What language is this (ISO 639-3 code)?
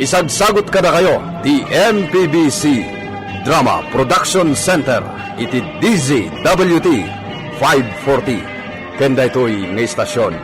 ilo